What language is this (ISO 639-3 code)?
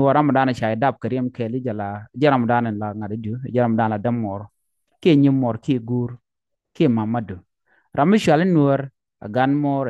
nus